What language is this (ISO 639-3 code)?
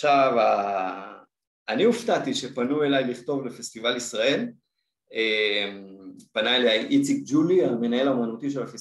heb